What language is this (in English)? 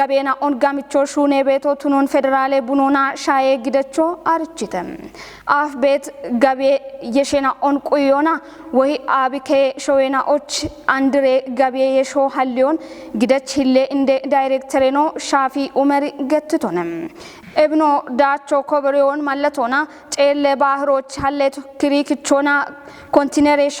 Kafa